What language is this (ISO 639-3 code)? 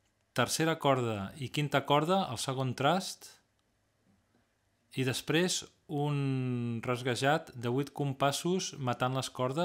cat